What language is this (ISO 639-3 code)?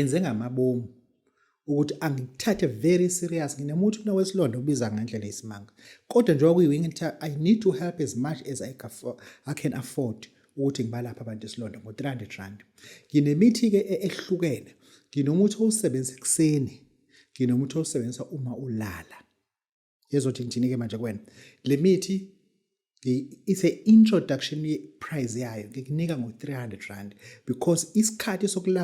zul